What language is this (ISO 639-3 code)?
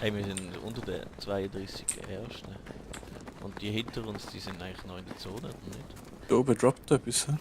gsw